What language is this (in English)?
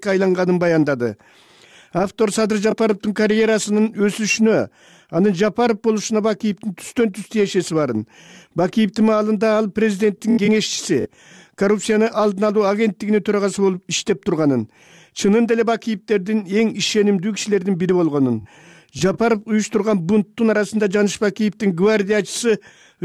Kyrgyz